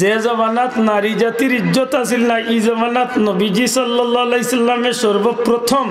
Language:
Sylheti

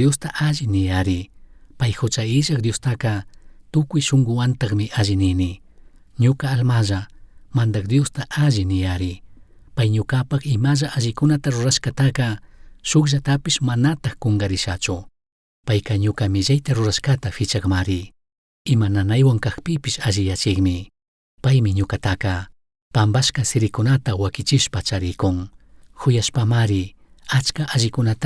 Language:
Chimborazo Highland Quichua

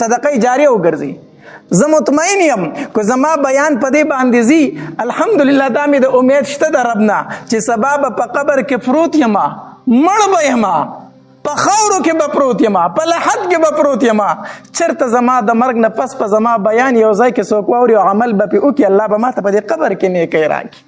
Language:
Pashto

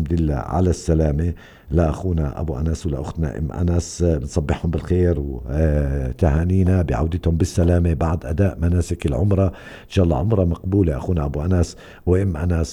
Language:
North Levantine Arabic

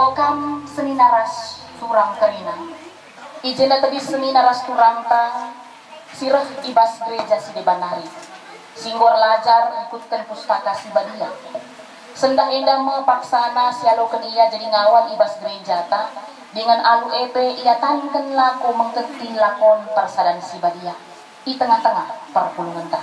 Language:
Batak Karo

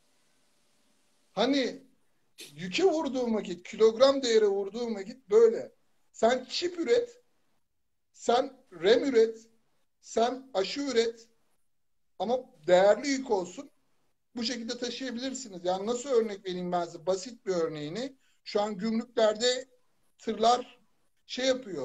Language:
Turkish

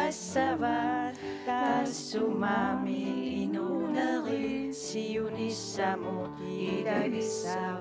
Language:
Kalaallisut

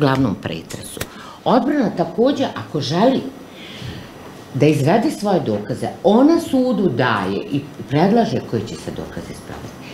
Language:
Bosnian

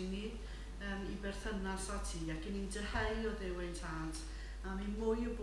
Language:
Welsh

